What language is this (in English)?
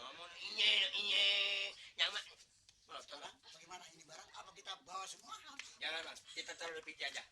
Betawi